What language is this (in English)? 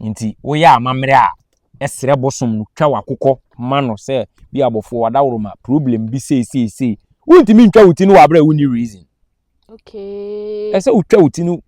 Akan